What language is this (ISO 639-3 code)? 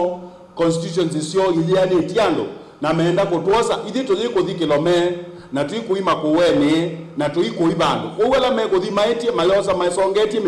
kam